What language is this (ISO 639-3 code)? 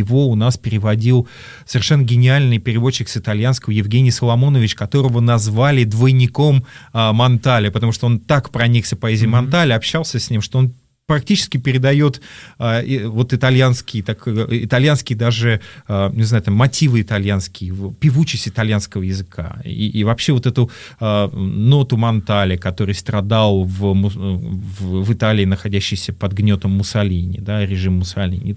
rus